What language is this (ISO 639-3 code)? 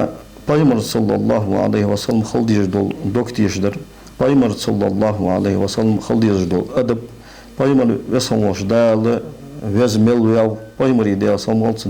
inh